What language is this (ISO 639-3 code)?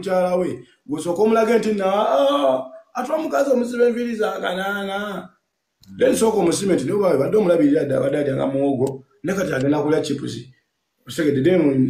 lug